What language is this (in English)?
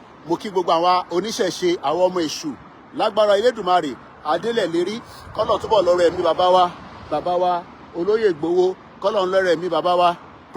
Yoruba